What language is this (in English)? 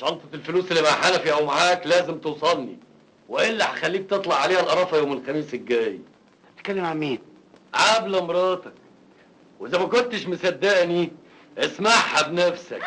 Egyptian Arabic